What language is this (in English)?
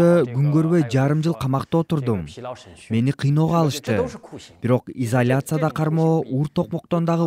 Kyrgyz